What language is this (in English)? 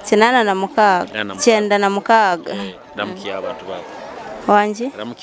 Nyoro